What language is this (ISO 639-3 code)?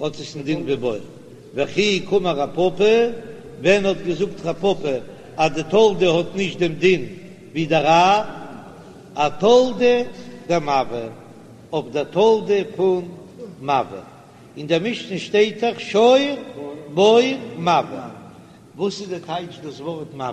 yid